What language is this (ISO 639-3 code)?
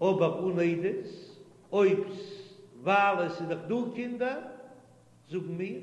yid